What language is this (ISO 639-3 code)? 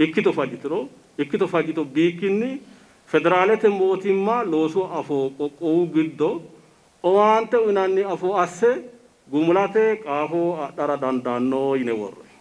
sid